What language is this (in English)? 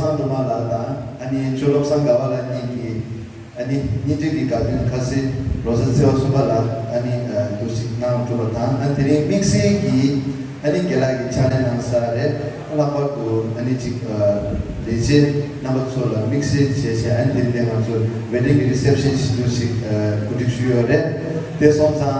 Tibetan